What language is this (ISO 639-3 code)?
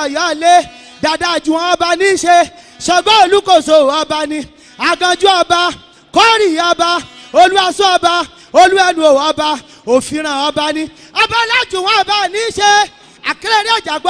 yor